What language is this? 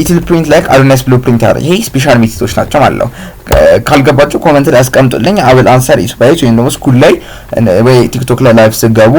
Amharic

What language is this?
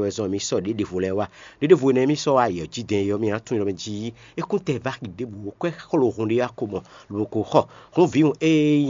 Fon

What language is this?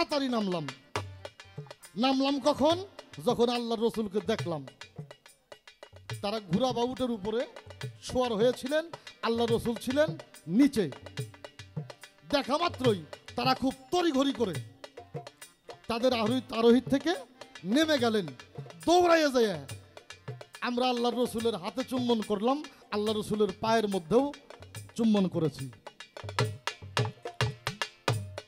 Bangla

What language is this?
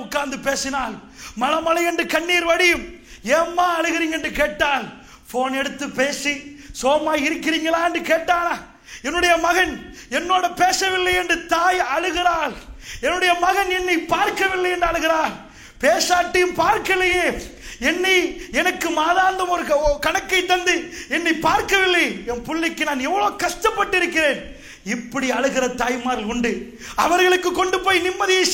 Tamil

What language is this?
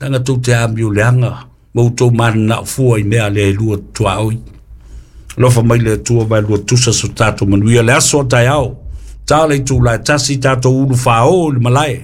Samoan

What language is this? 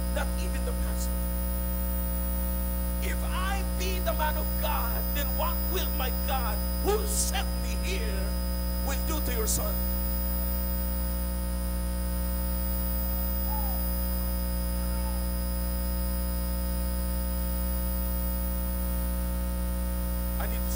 Filipino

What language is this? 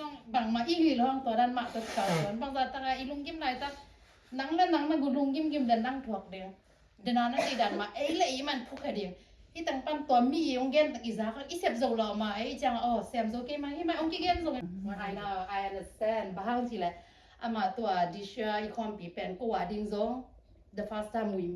Tedim Chin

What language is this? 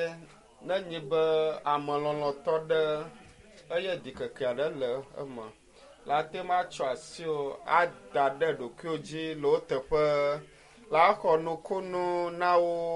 Ewe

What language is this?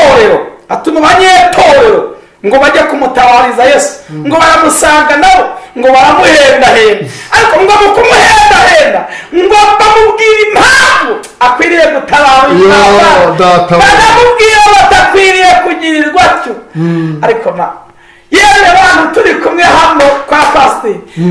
Kinyarwanda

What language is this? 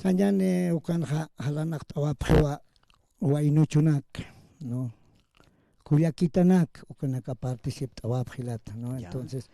Aymara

